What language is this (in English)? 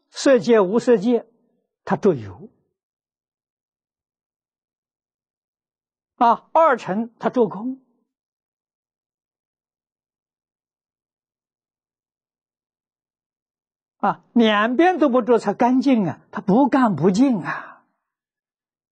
Chinese